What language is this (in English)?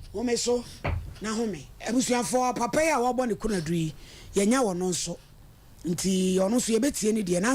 Akan